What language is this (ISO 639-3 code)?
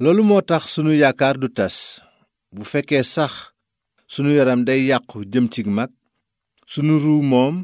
wol